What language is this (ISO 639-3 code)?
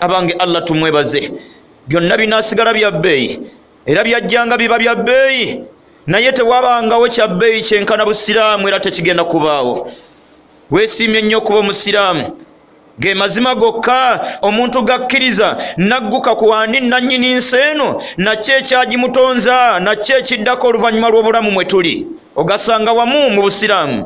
lug